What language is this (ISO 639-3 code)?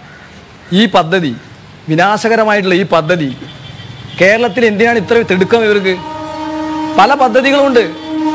mal